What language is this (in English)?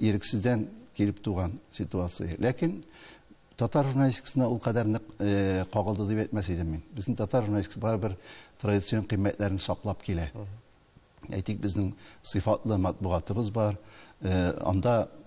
Tatar